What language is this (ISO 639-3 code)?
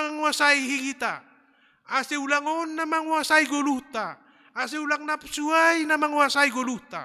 bts